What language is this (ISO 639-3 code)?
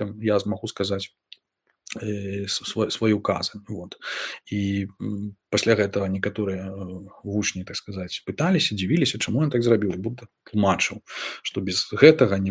bel